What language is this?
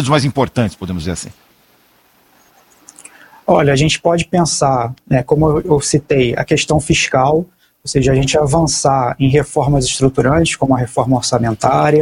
Portuguese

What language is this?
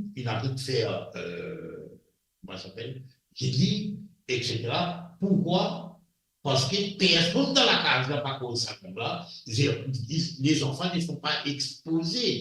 Morisyen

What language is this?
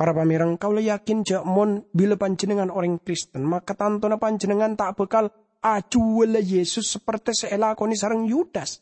Madurese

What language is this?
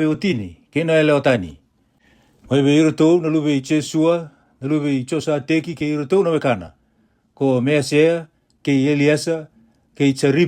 Fijian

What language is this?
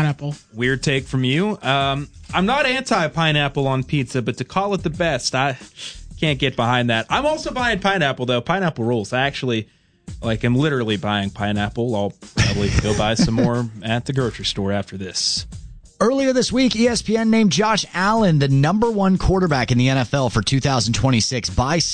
English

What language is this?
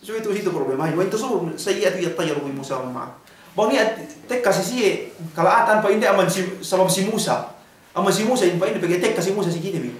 Yakan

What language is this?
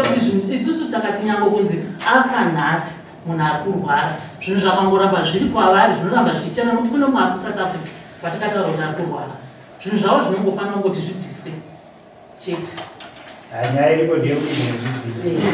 Shona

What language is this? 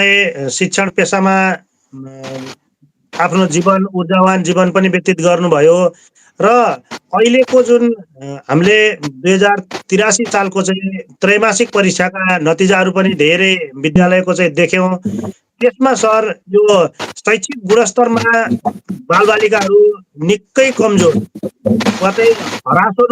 Nepali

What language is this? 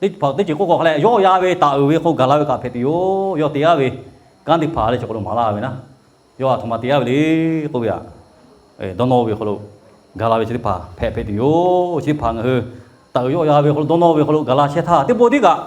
Lahu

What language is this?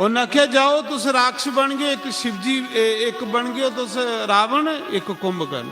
Dogri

